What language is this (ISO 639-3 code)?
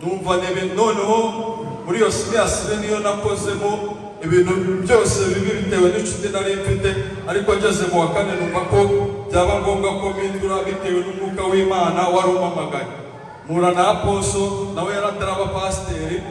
kin